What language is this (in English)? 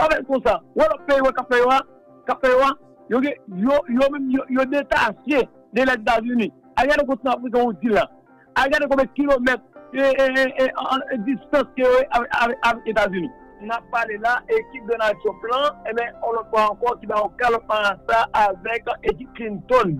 Haitian Creole